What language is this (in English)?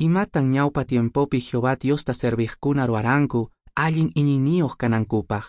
Quechua